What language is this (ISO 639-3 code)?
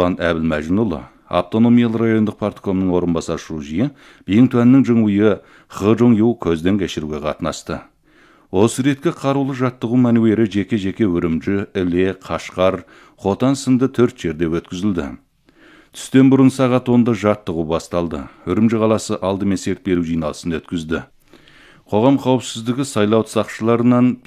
kaz